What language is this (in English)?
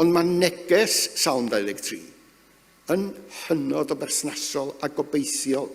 Welsh